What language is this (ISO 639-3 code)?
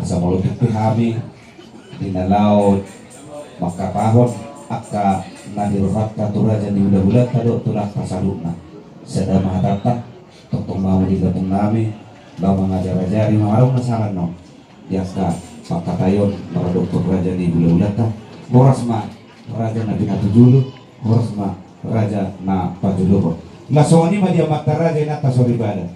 bbc